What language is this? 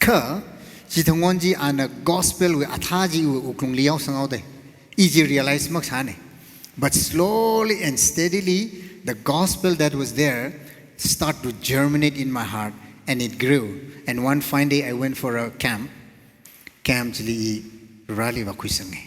Tangkhul Naga (India)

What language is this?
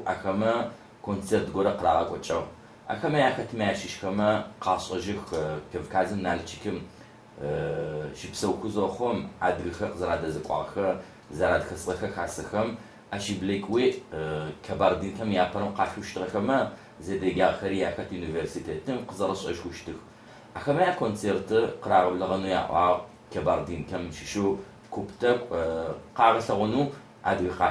Adyghe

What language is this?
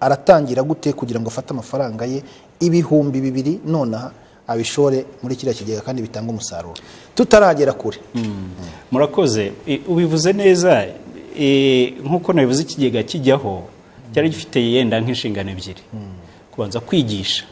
Kinyarwanda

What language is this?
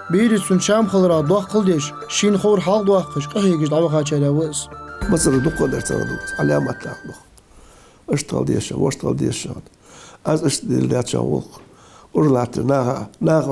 Ingush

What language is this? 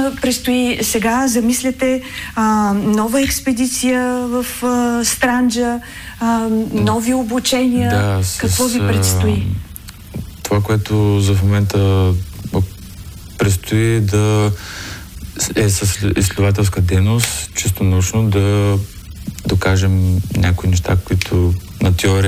Bulgarian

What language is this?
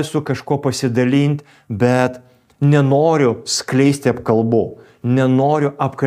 Lithuanian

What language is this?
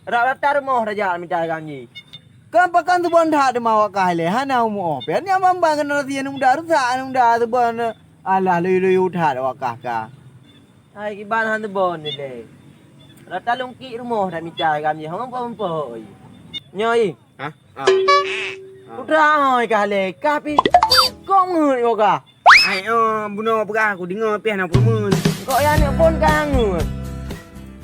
Achinese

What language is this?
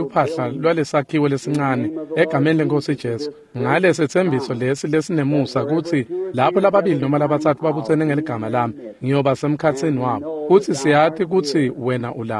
Swati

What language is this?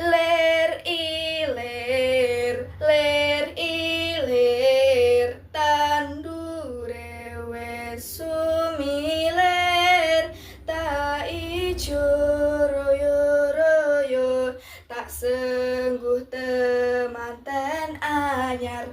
Javanese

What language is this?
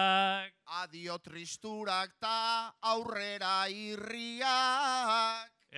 Basque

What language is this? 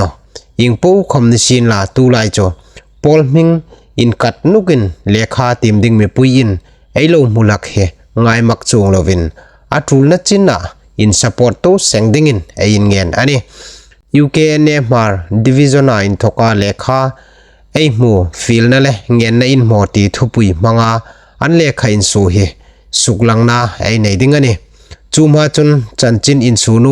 Hmar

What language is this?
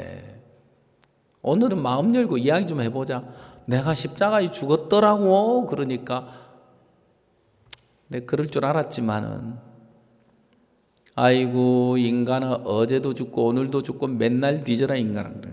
Korean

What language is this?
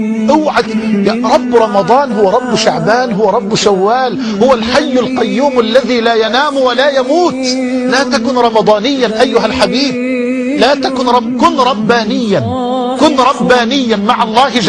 Egyptian Arabic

